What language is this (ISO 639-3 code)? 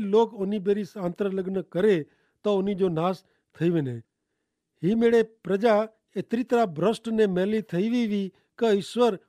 kfr